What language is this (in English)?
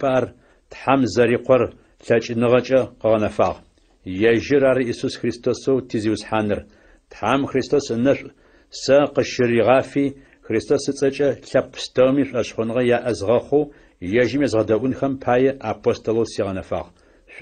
Adyghe